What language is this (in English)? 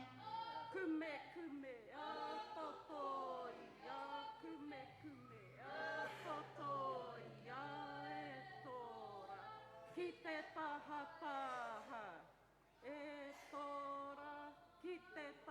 Māori